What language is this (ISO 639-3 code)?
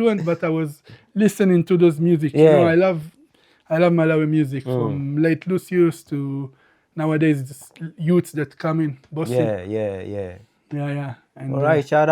eng